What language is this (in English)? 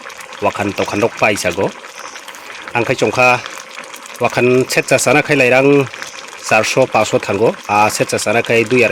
Kok Borok